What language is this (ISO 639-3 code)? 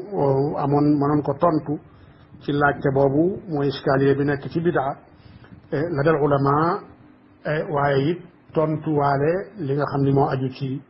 wol